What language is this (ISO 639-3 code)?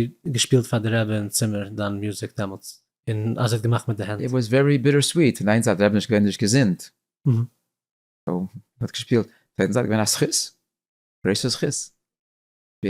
yid